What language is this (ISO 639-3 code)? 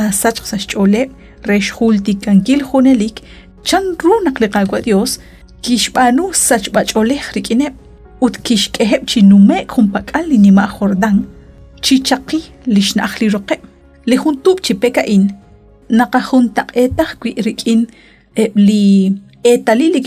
kek